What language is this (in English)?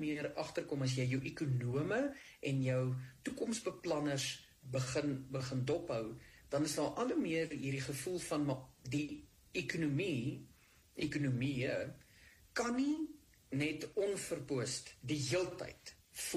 Afrikaans